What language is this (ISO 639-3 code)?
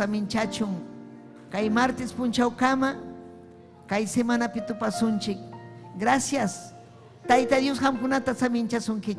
quy